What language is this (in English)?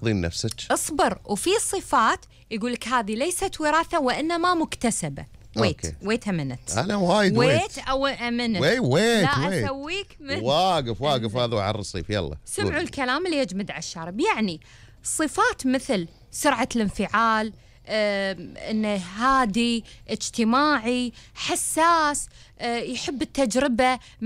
Gulf Arabic